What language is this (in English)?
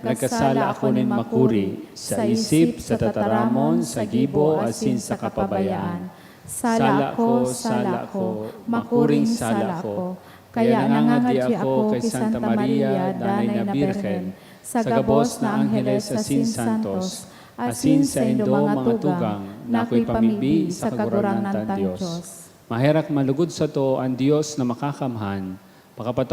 Bikol